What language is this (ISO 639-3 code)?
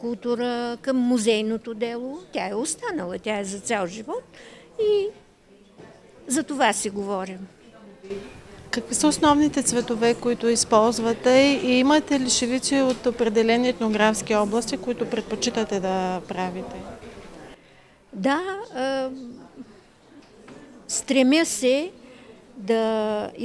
bul